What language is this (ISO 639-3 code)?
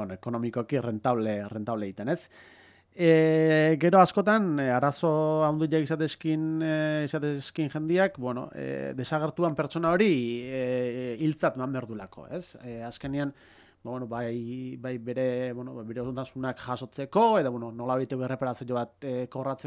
eus